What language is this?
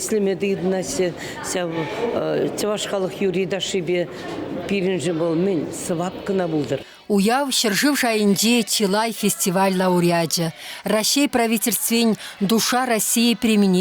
Chuvash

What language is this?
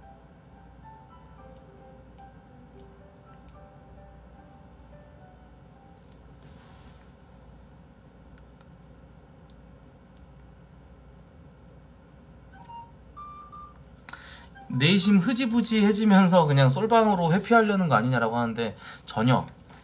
Korean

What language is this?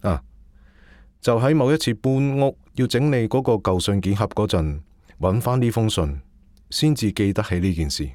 Cantonese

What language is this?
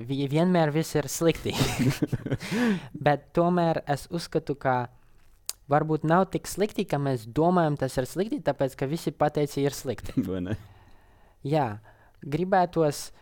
Latvian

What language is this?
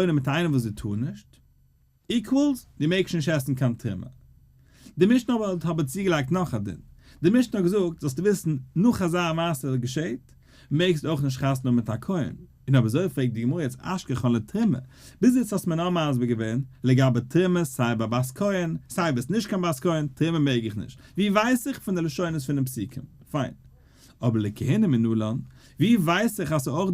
Yiddish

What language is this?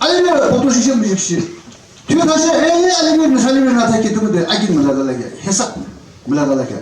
Yimchungru Naga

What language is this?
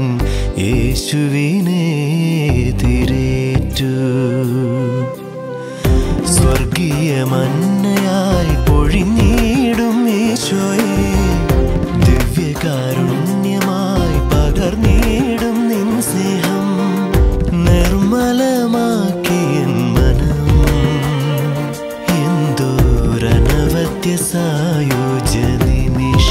Malayalam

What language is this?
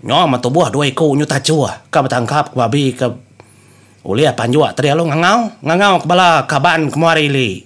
Iban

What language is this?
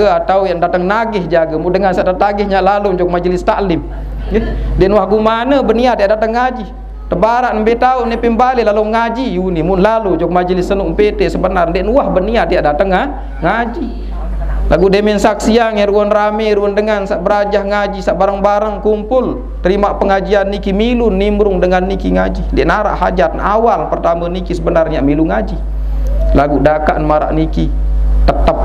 Sasak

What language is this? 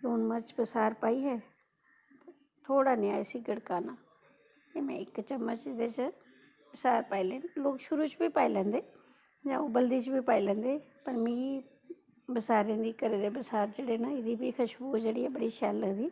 Dogri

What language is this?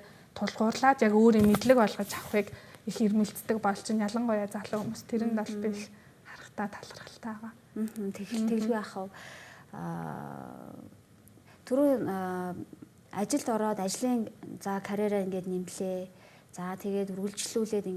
Mongolian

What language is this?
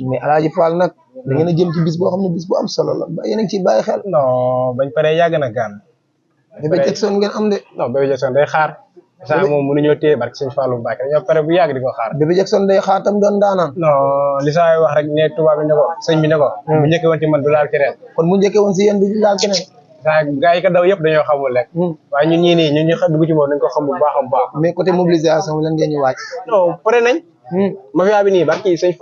Wolof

